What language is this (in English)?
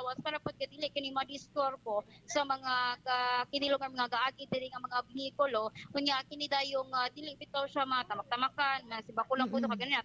Cebuano